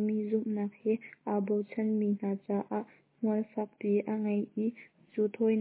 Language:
Hakha Chin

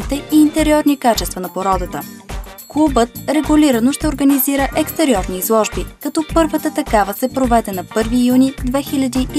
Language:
Bulgarian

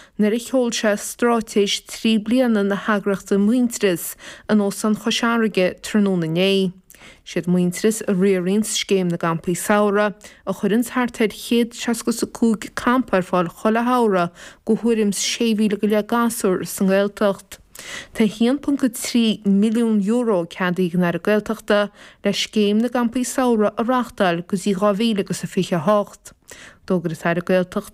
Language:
Irish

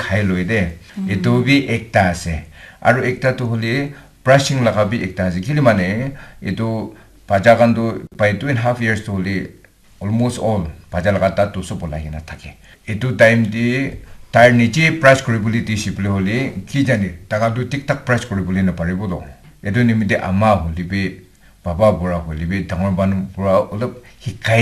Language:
Naga Pidgin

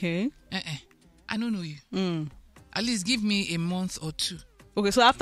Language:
Nigerian Pidgin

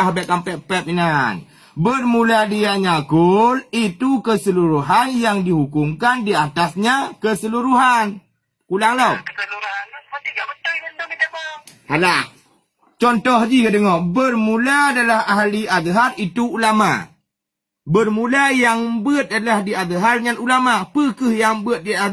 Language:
Achinese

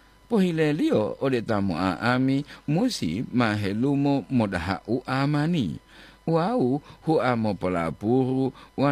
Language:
Gorontalo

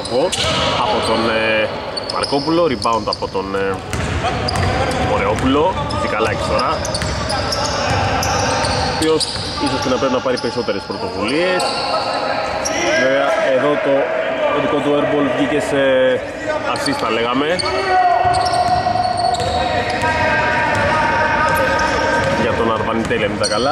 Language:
Greek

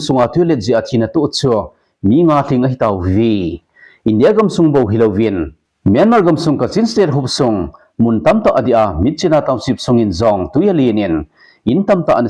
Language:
Thado Chin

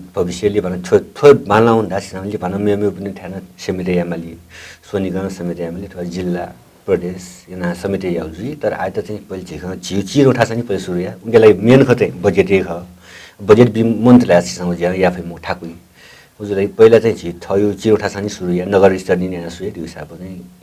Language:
Newari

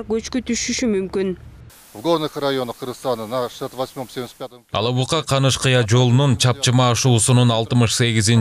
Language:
Kyrgyz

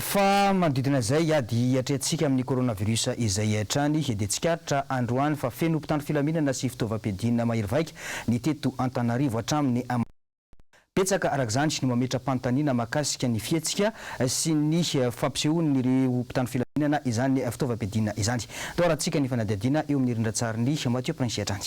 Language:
Malagasy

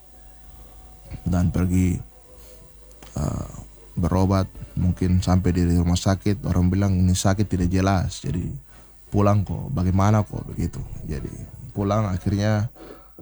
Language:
Indonesian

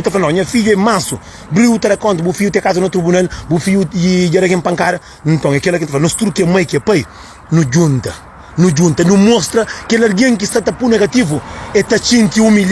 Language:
Kabuverdianu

